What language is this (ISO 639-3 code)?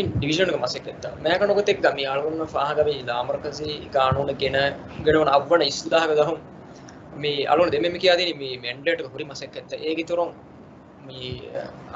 div